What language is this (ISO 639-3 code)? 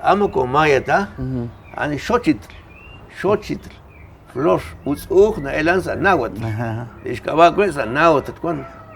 kek